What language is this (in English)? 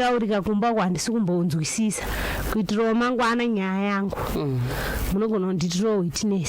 Shona